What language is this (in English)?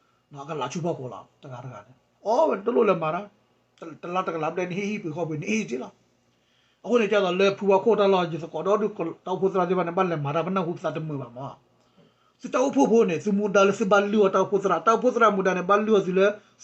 S'gaw Karen